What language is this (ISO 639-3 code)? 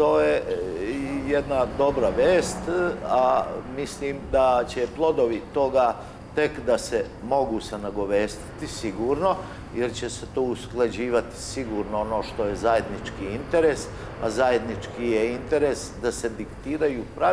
srp